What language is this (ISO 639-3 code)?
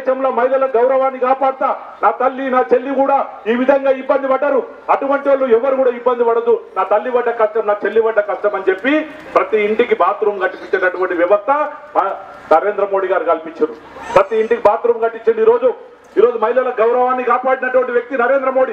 tel